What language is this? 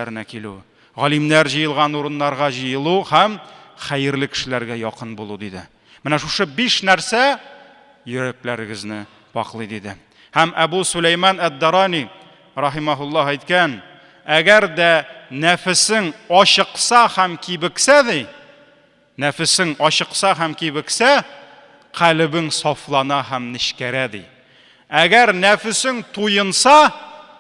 Tatar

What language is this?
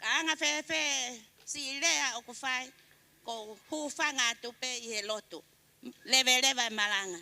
Tongan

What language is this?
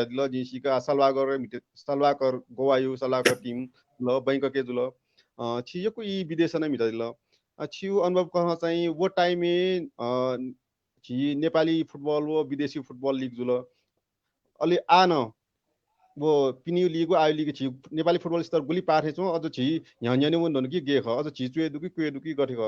Newari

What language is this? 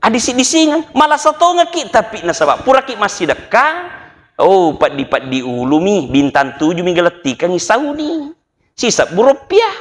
Buginese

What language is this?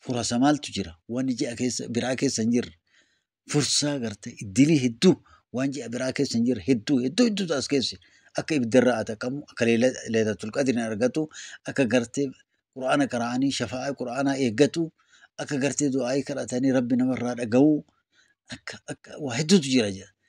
Oromo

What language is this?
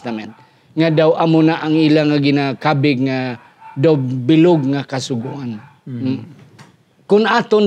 Hiligaynon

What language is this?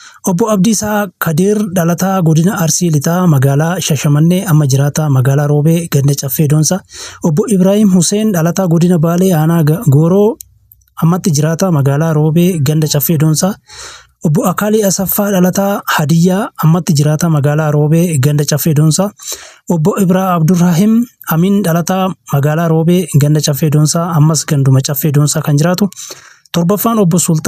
Oromo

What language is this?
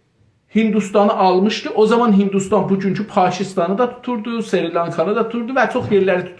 South Azerbaijani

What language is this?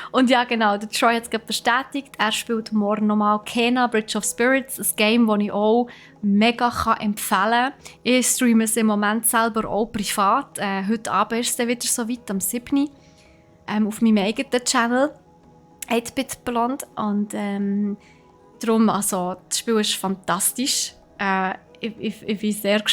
Swiss German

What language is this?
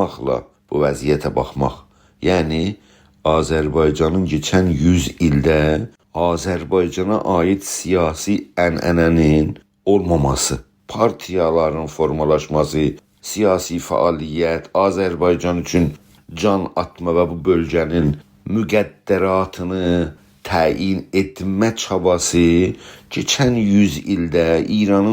South Azerbaijani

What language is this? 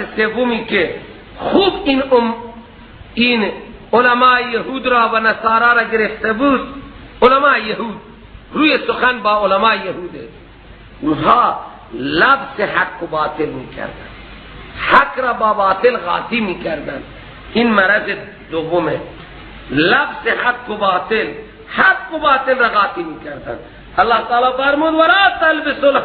Persian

